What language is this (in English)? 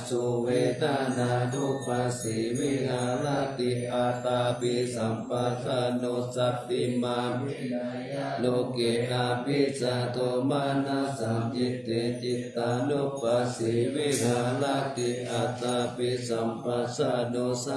Pali